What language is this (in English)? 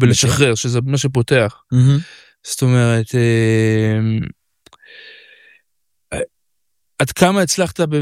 Hebrew